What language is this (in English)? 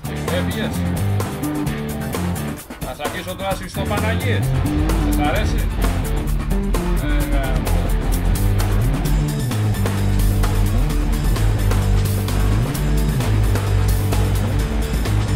Greek